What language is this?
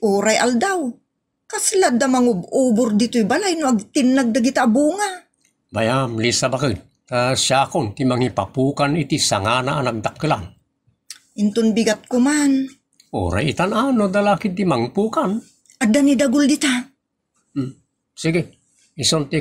Iloko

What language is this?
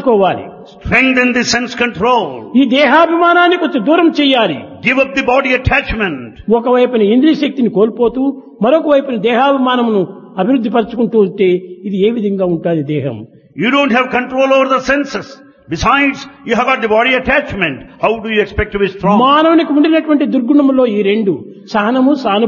Telugu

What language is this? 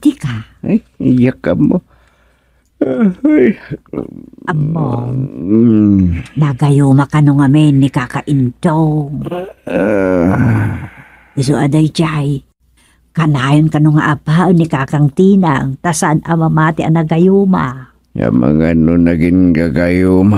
Iloko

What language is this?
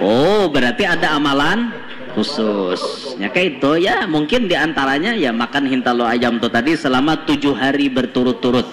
Banjar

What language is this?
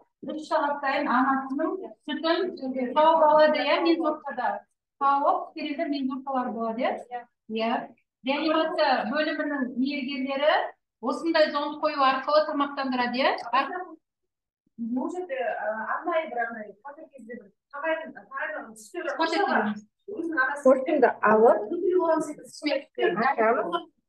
Kazakh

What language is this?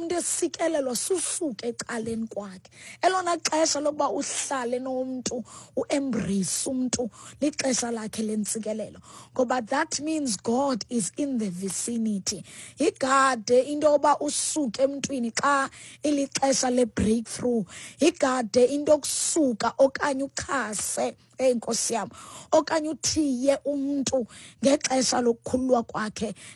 Xhosa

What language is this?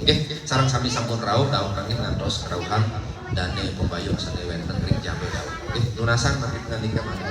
Sasak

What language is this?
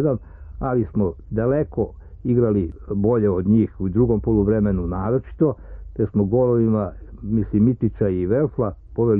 Serbian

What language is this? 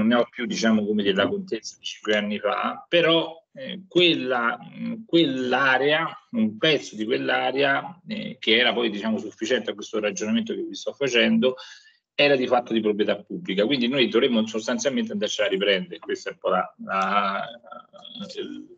Italian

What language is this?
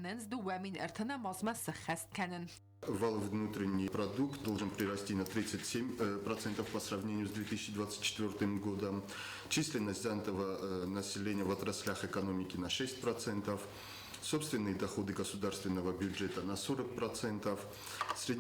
Ossetic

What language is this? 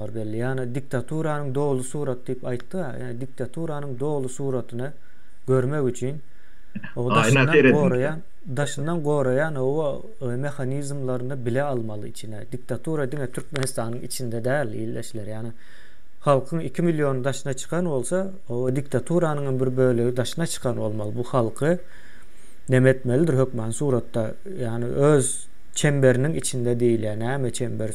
Turkmen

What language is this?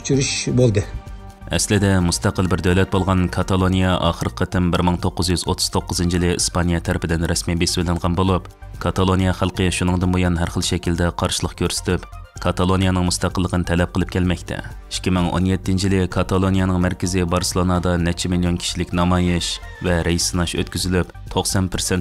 Uyghur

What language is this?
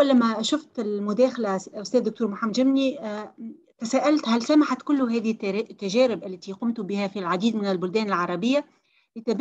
Arabic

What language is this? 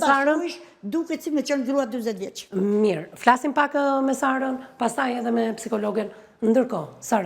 Albanian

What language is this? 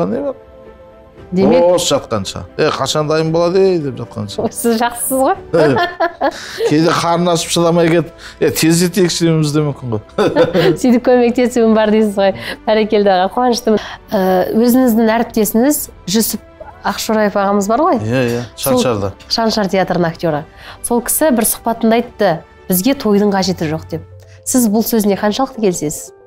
Kazakh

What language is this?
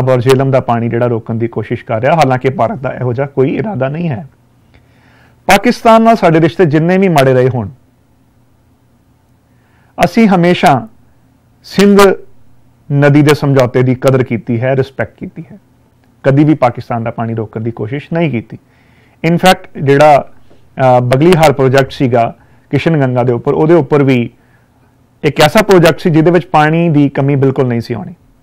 Punjabi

